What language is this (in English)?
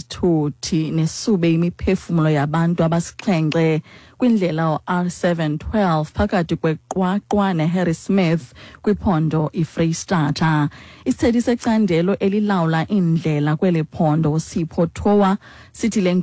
Xhosa